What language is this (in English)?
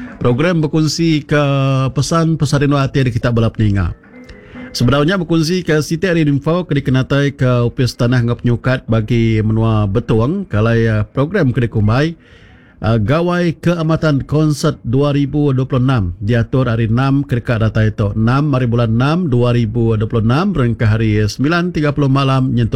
Iban